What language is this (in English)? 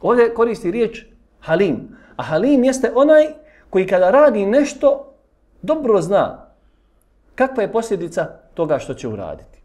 Bosnian